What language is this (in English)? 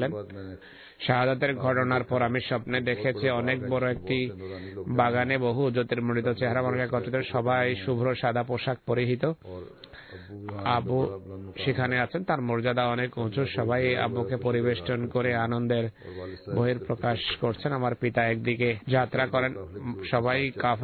Bangla